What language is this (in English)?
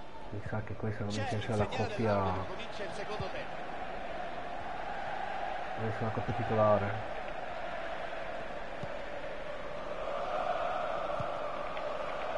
Italian